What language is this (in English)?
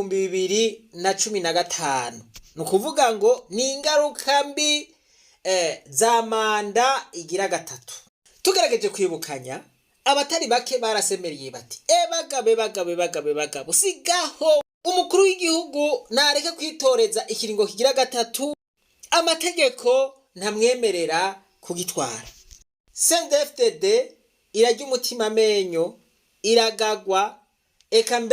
Rundi